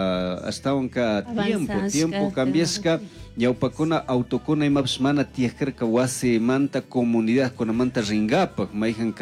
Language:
Chimborazo Highland Quichua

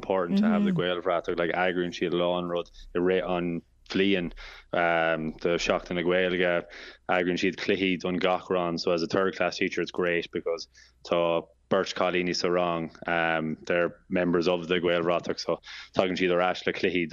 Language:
Irish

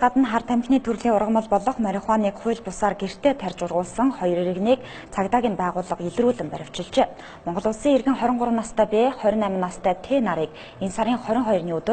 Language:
Mongolian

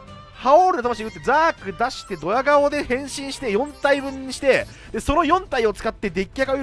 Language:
Japanese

